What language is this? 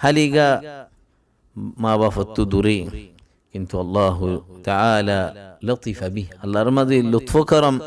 Rohingya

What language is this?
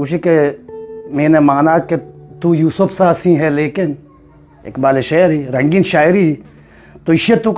Eastern Balochi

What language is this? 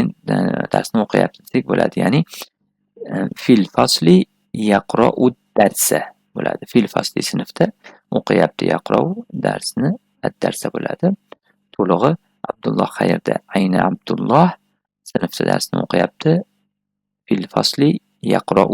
Uzbek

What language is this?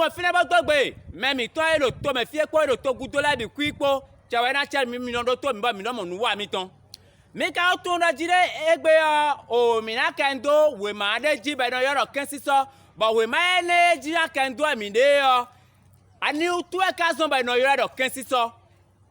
Fon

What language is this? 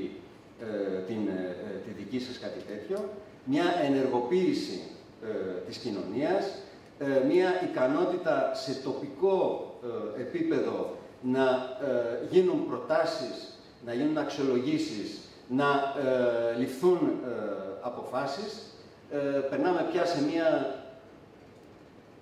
Greek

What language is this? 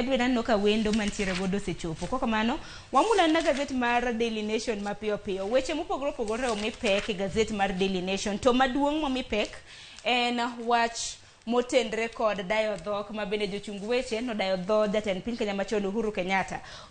Luo (Kenya and Tanzania)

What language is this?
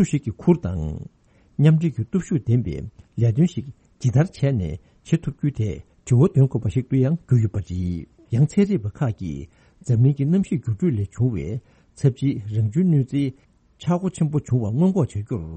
Tibetan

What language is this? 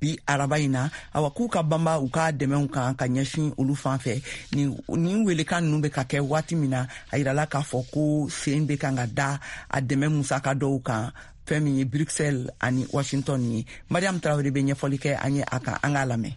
Bambara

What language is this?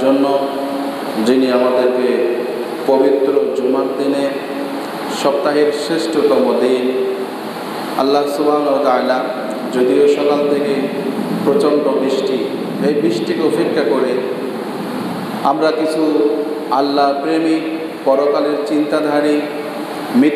Bangla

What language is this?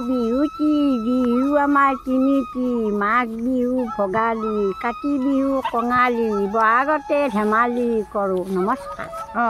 Assamese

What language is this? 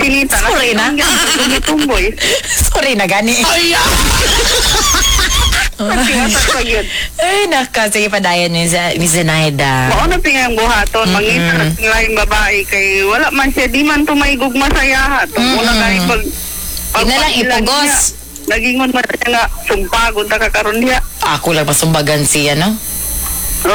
Cebuano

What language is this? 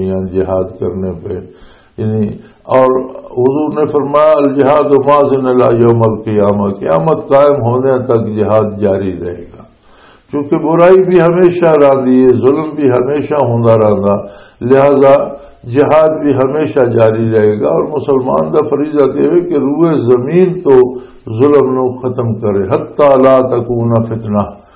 Western Panjabi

